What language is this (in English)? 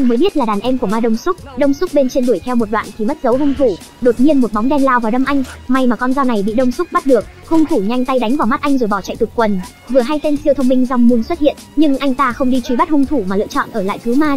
Vietnamese